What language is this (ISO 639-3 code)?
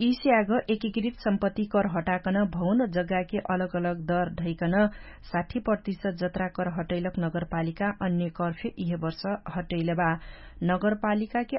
thl